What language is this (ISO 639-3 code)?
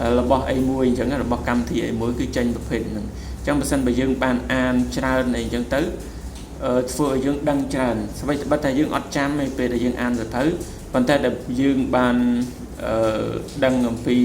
khm